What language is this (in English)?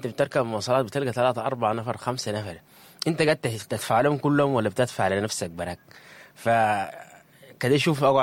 Sudanese Arabic